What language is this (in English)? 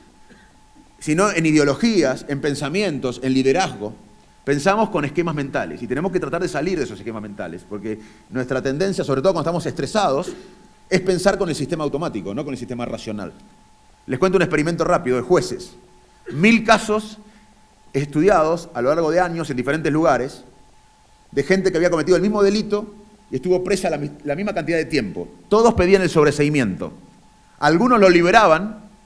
Spanish